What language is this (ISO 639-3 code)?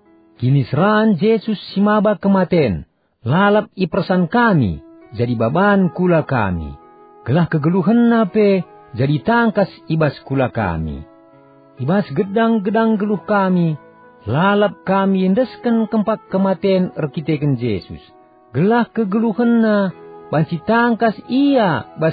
btx